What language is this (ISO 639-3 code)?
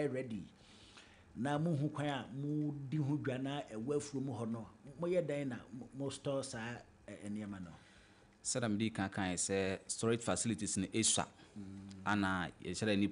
aka